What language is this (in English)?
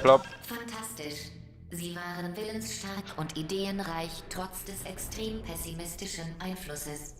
Swiss German